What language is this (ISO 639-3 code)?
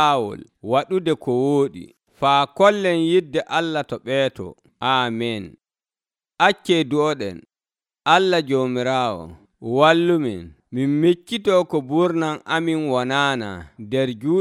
fuv